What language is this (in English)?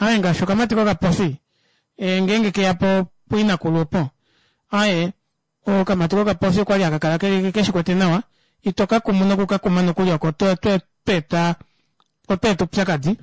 Kuanyama